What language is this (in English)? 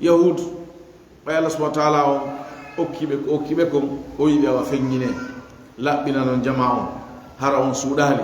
Fula